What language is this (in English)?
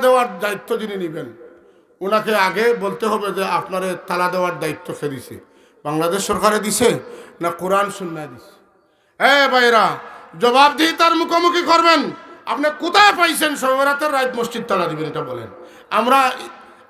Sylheti